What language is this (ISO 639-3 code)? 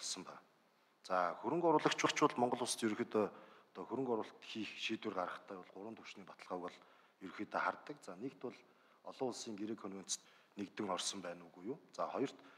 mon